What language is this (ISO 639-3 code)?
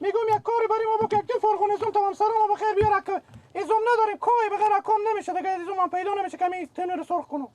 fas